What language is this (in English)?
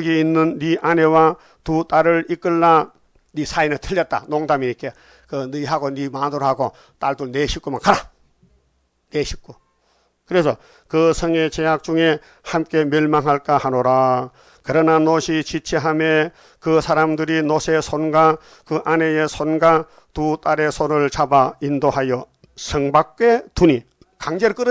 Korean